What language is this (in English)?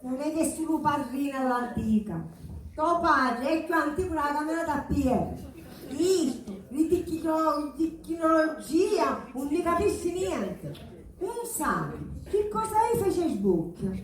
Sicilian